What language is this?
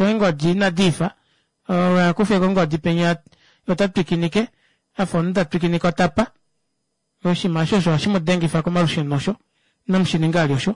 Kuanyama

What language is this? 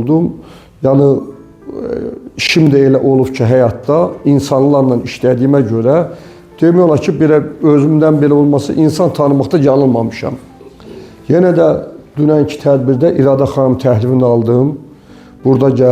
Azerbaijani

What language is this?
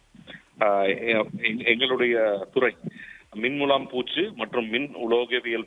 Tamil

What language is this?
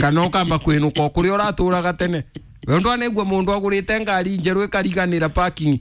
Kikuyu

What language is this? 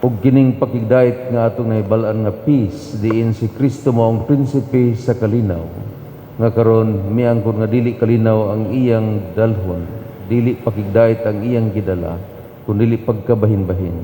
Cebuano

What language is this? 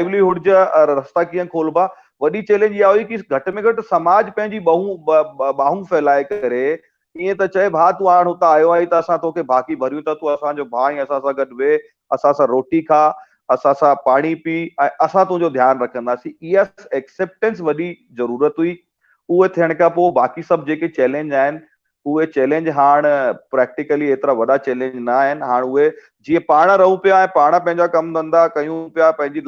Sindhi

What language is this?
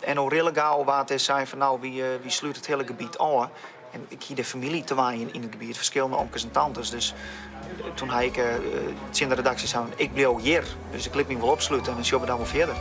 Western Frisian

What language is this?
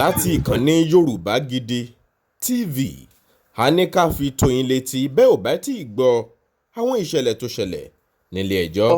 Yoruba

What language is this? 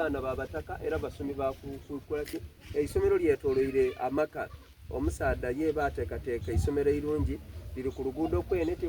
Soga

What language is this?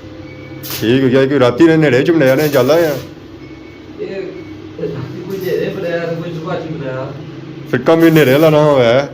Pahari-Potwari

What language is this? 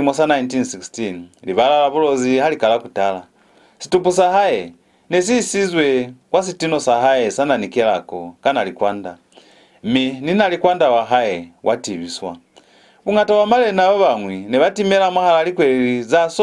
Lozi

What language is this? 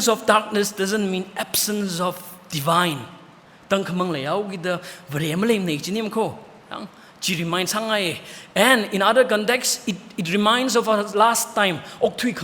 Tangkhul Naga (India)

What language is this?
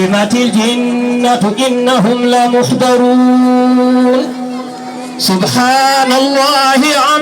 Fula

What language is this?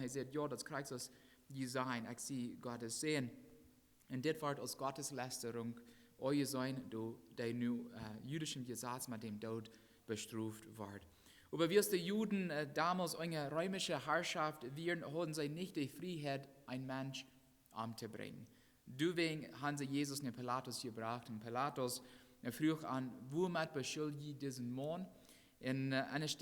Plautdietsch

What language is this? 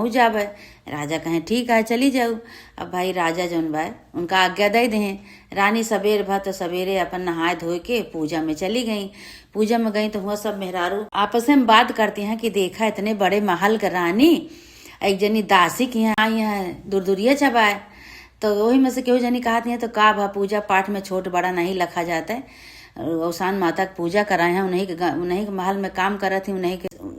Awadhi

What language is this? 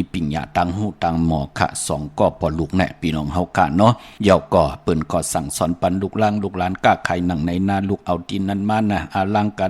Shan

